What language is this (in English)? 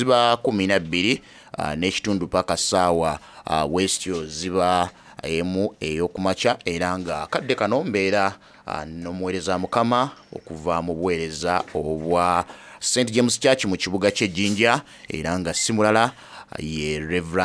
Soga